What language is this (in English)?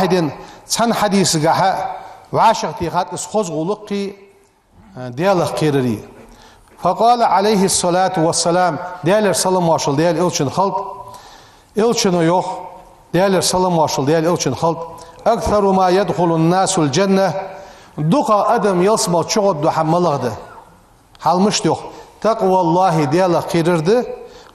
Ingush